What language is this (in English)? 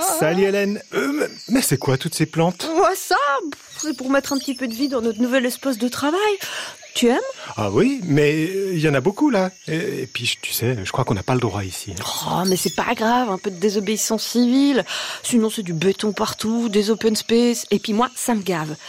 French